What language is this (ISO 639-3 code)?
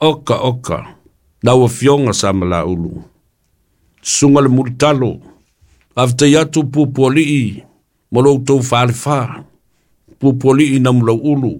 smo